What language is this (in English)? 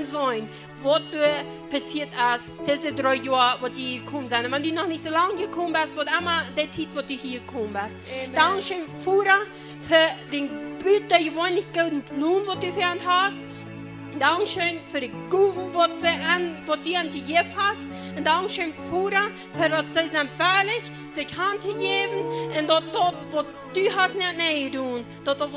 Plautdietsch